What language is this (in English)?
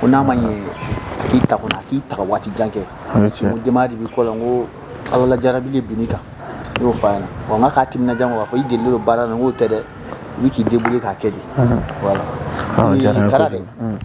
Bambara